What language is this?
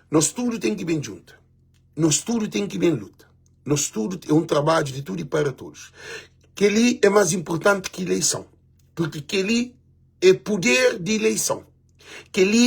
Kabuverdianu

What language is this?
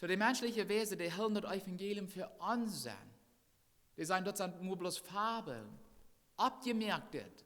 Plautdietsch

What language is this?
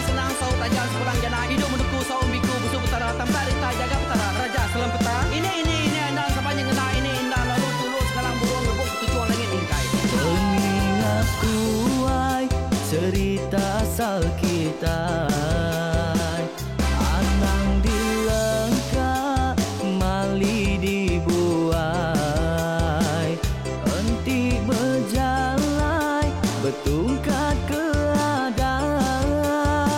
Iban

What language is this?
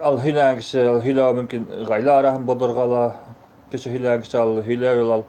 Bashkir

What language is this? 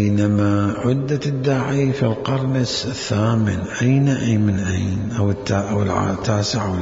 Mesopotamian Arabic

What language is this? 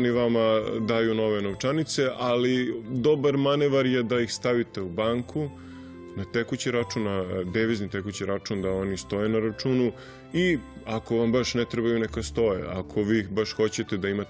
Serbian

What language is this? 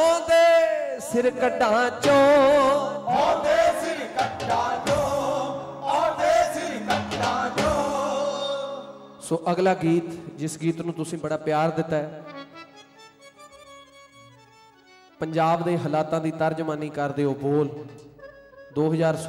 Punjabi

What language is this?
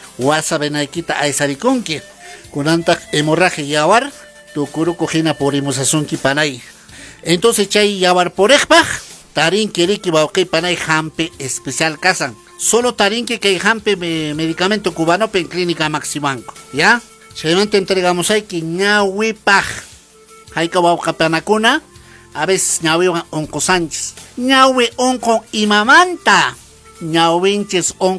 Quechua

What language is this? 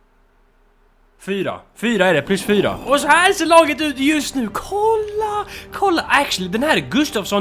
Swedish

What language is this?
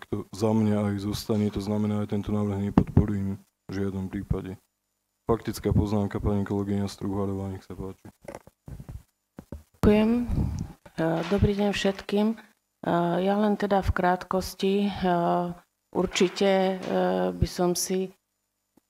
Slovak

